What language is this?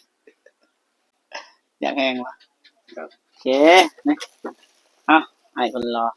Lao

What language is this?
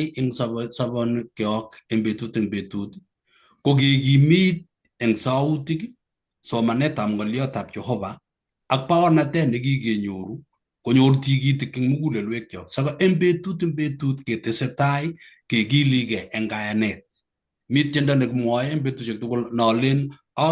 Kalenjin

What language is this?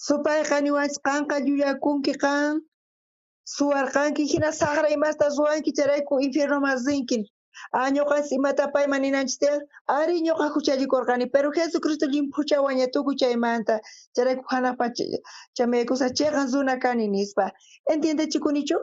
South Bolivian Quechua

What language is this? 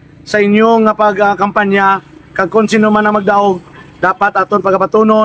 Hiligaynon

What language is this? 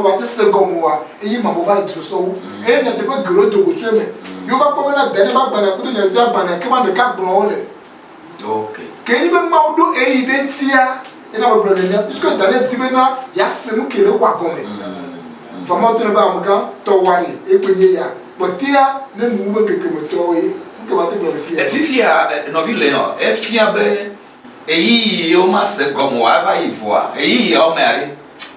Ewe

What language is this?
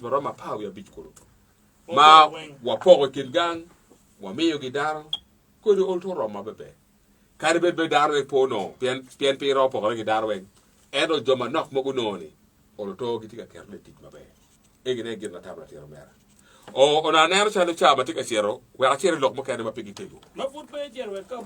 Acoli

